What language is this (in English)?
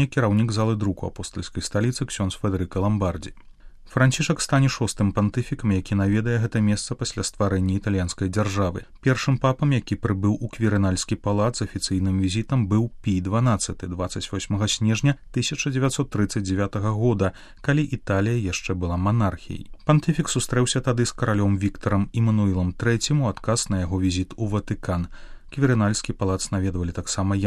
Belarusian